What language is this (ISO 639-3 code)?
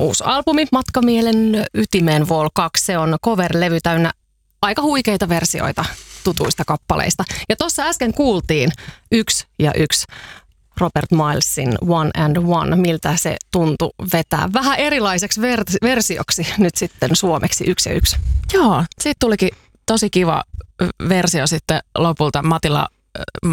fin